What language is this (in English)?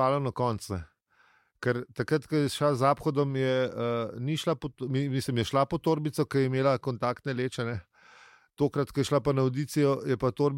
Slovenian